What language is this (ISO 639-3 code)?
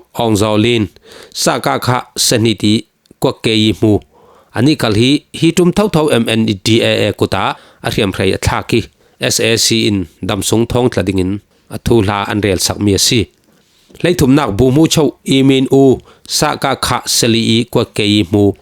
cfm